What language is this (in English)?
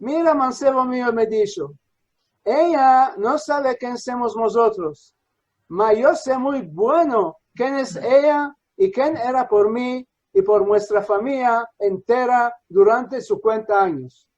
Ladino